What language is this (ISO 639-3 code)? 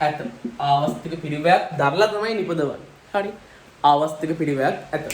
sin